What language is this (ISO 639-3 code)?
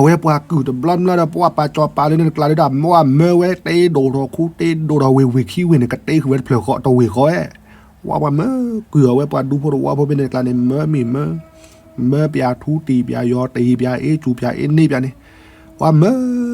ksw